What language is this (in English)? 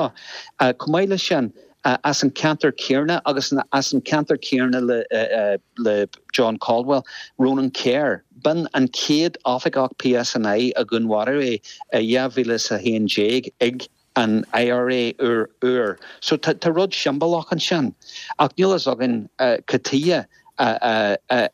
Irish